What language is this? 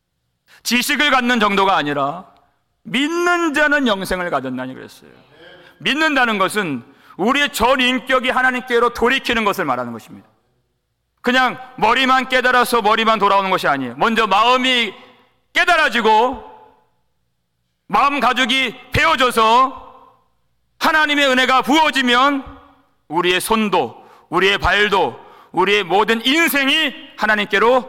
Korean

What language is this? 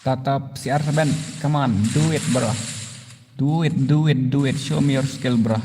Khasi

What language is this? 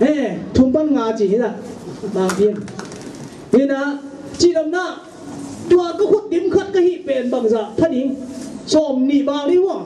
Tedim Chin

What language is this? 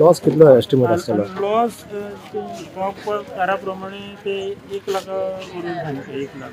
Konkani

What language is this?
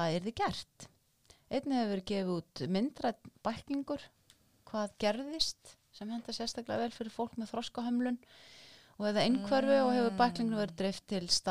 Icelandic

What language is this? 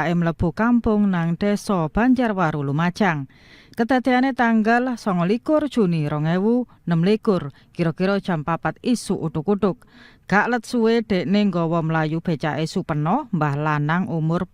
Javanese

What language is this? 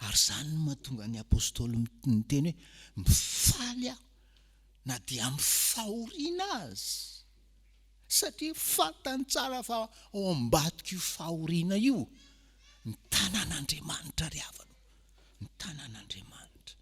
Malagasy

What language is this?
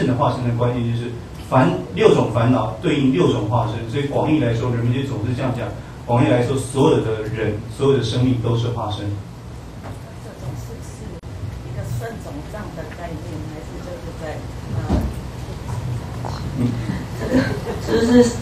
Chinese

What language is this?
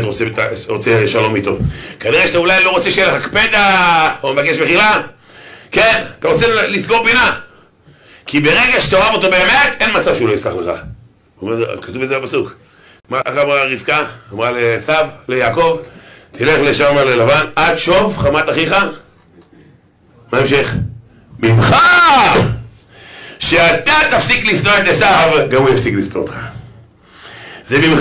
Hebrew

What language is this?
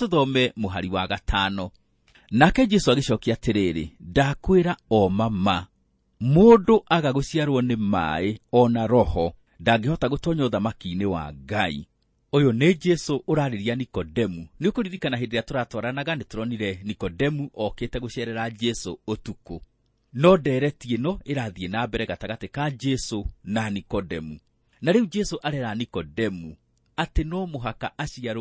Kikuyu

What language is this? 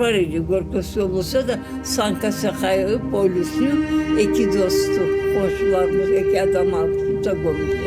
Crimean Tatar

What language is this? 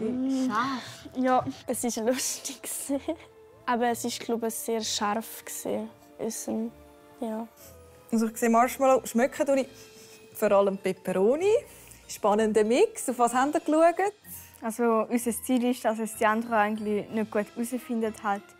Swiss German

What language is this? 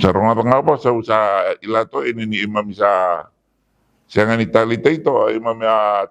Fijian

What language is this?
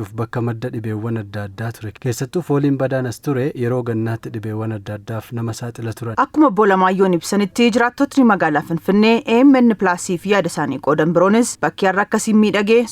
Oromo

